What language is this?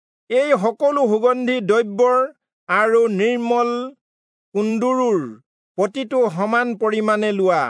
Assamese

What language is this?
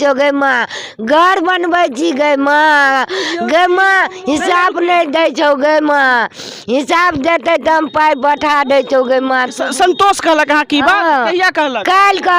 Maithili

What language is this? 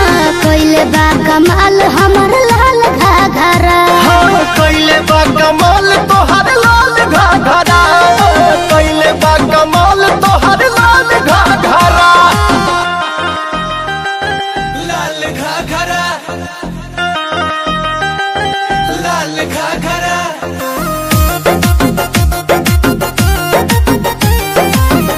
Bhojpuri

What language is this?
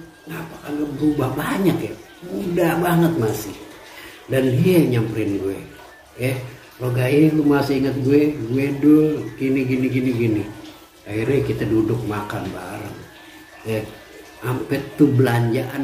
Betawi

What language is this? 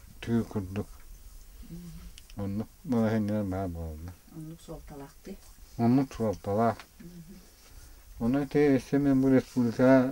Yakut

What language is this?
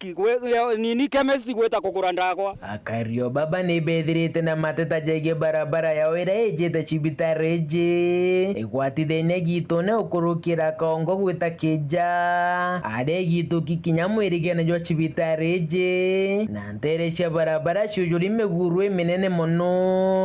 Meru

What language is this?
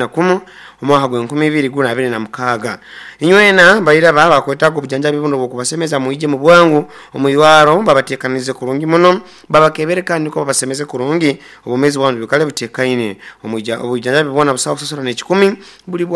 Nyoro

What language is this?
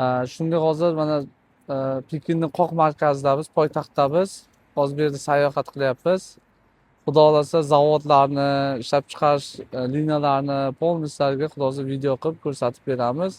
Uzbek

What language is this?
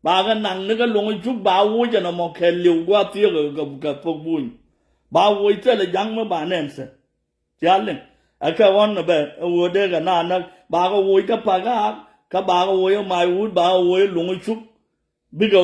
Nuer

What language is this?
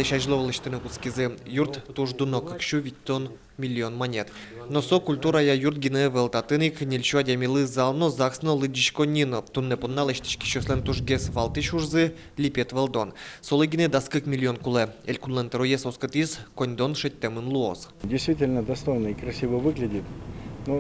Udmurt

